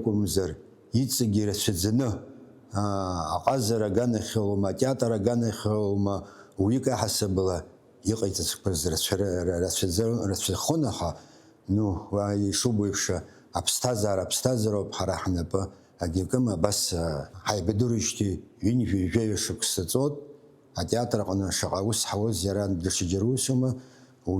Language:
Abkhazian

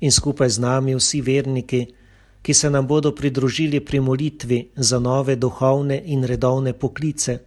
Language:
Slovenian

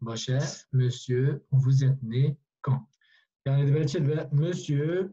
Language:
Kurdish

